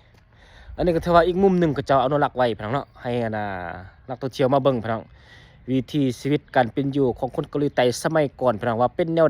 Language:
Lao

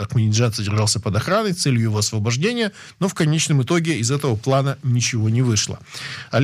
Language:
Russian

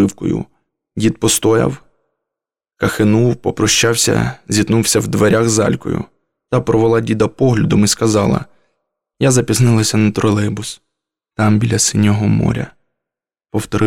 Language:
Ukrainian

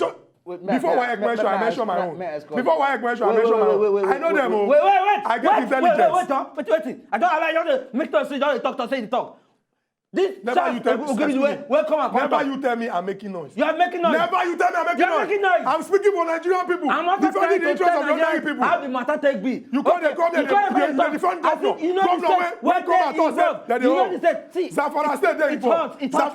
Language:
Nigerian Pidgin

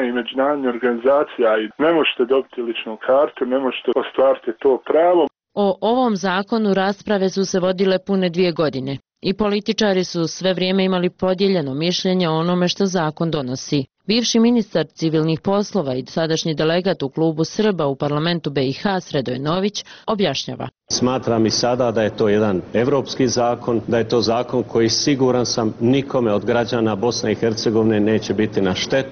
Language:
Bosnian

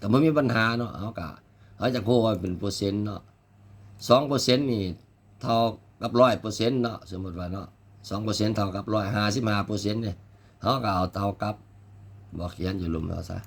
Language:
Lao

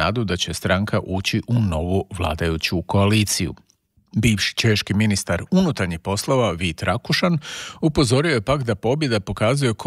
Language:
Croatian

